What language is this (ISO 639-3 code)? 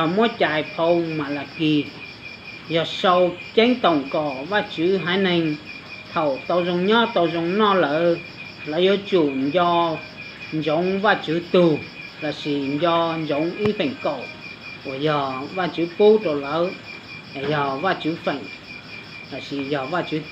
hmn